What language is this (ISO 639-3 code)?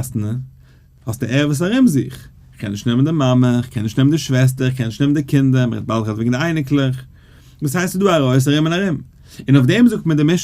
yid